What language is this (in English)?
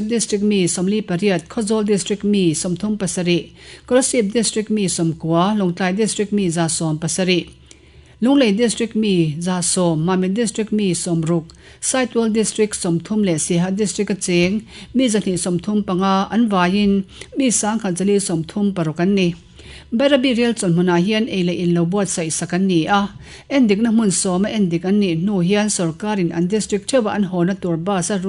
Mizo